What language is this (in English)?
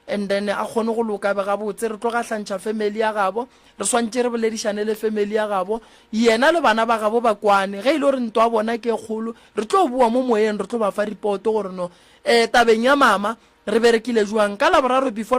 Northern Sotho